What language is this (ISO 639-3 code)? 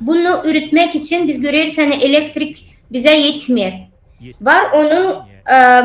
gag